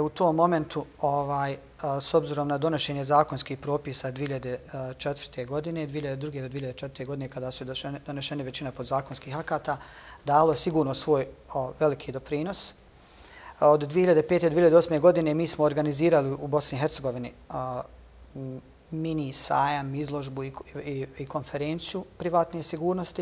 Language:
Bosnian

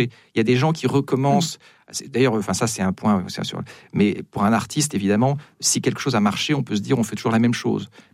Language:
French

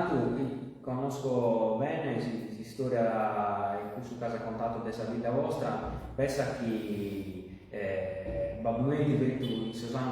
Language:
Sardinian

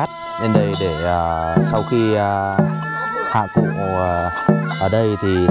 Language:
Vietnamese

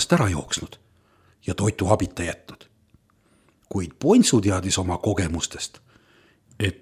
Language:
Estonian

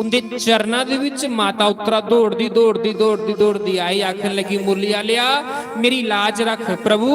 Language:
Dogri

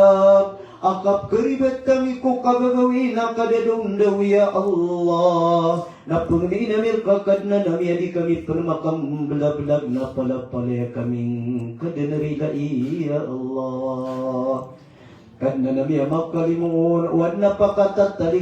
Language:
Maranao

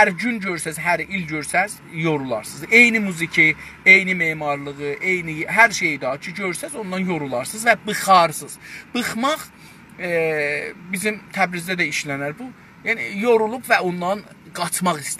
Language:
South Azerbaijani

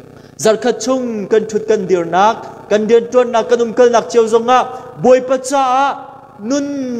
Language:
Hakha Chin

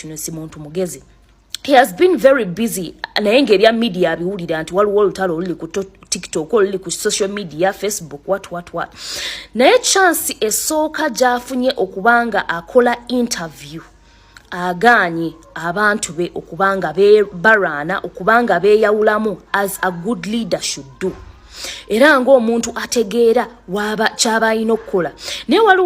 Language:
Ganda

